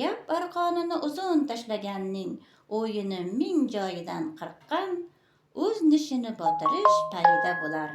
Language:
Uzbek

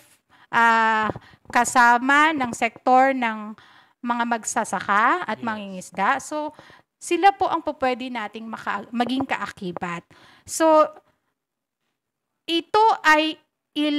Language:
Filipino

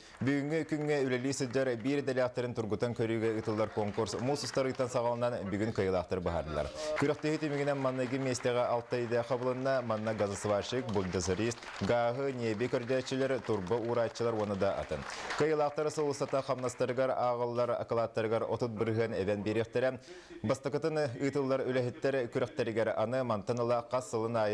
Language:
Yakut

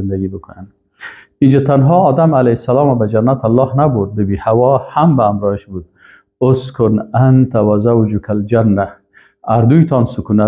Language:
Persian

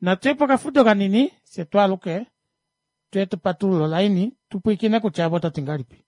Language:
Kuanyama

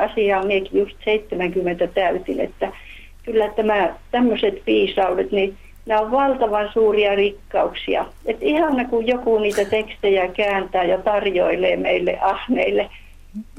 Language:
Finnish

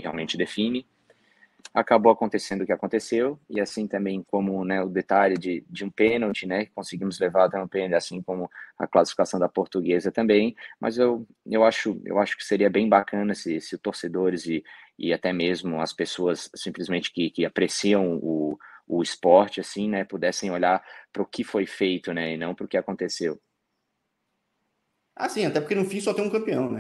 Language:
Portuguese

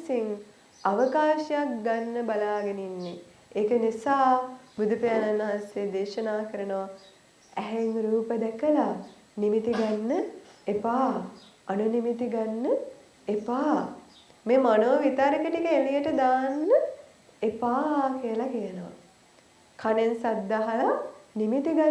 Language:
Sinhala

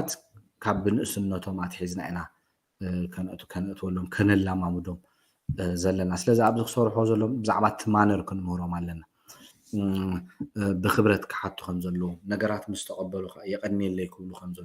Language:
Tigrinya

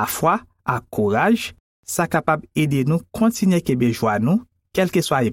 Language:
Haitian Creole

